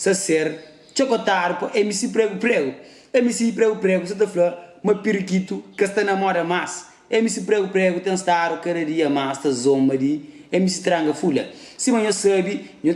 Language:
Kabuverdianu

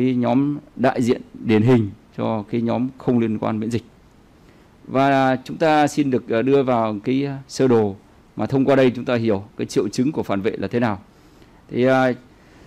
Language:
Vietnamese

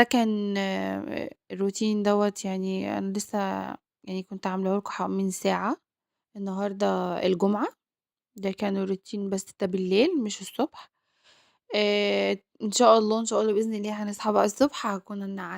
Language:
Egyptian Arabic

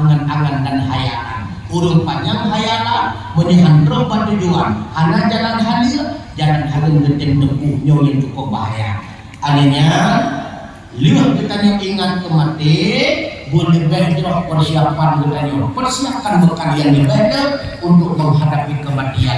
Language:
Achinese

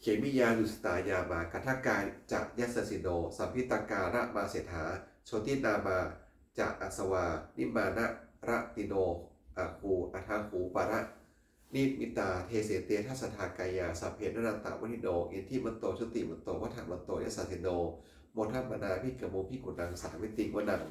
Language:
Pali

